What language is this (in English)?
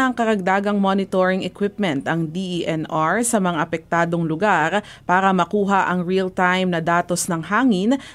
Filipino